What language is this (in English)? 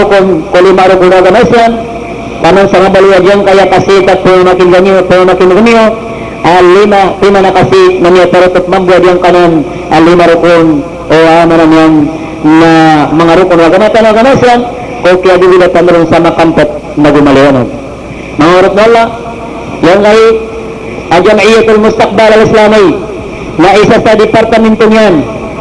Maranao